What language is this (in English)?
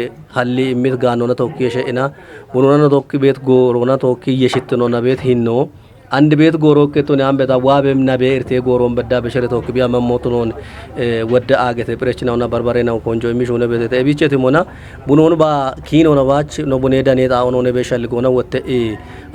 Kafa